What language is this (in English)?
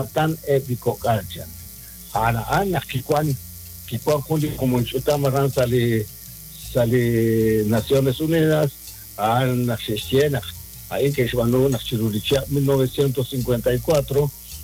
Kekchí